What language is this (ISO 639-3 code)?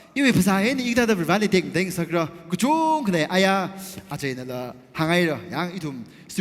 nmf